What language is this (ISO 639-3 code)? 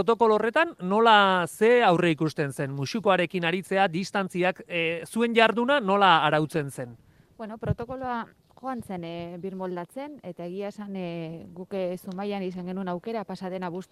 eus